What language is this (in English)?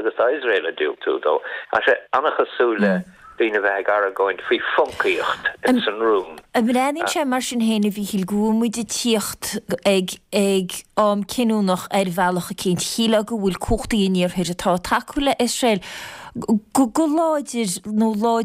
Irish